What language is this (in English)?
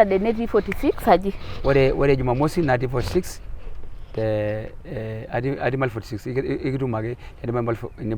Masai